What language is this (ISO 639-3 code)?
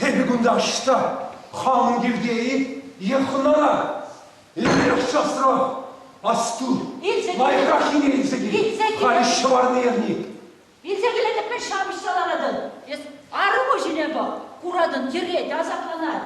chv